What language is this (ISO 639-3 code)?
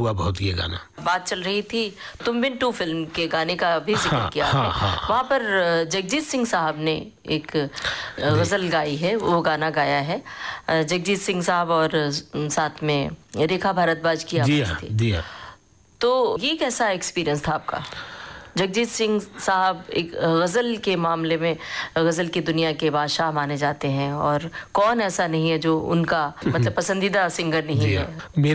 hin